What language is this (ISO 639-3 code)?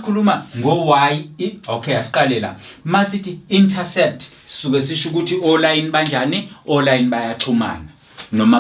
zul